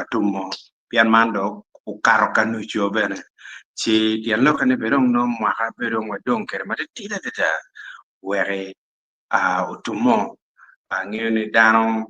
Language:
Acoli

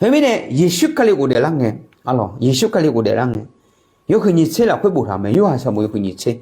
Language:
Akha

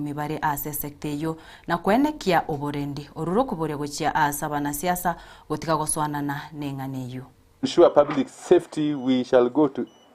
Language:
Gusii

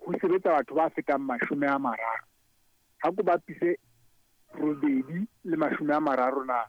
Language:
Southern Sotho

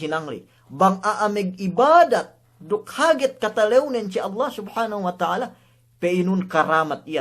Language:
Yakan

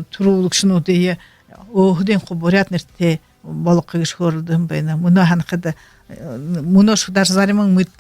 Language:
Buriat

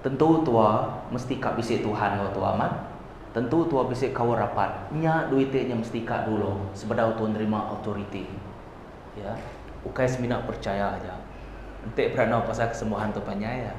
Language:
Iban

